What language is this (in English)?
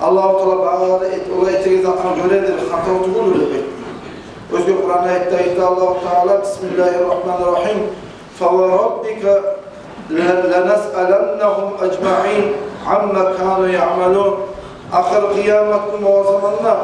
Kumyk